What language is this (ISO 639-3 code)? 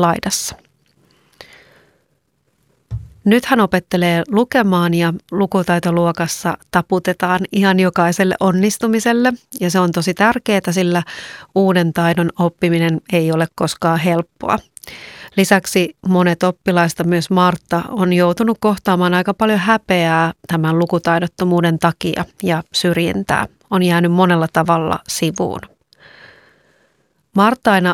fin